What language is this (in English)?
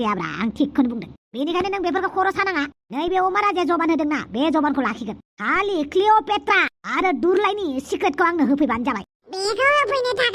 Bodo